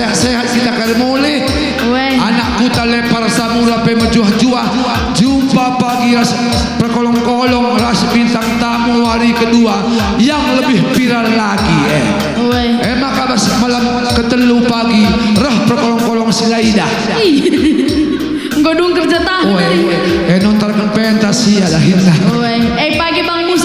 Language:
Batak Karo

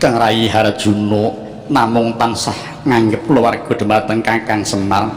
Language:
Javanese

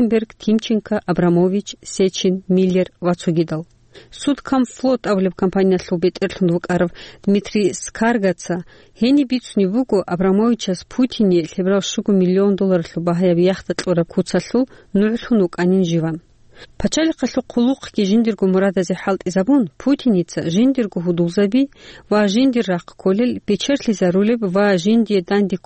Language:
Avaric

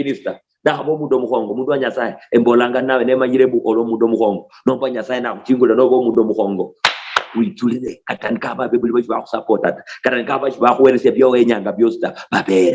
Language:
Luyia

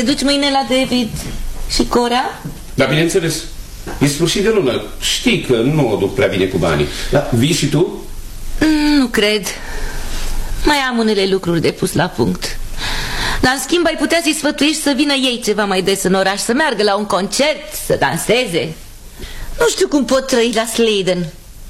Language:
Romanian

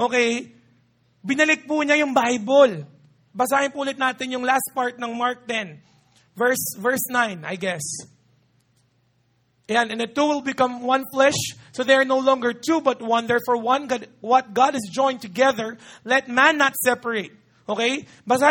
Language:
Filipino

